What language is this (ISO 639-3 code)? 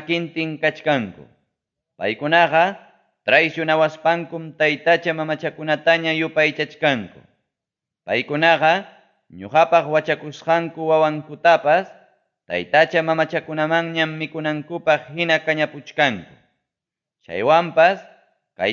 quy